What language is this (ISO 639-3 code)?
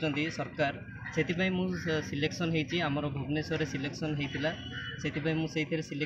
ori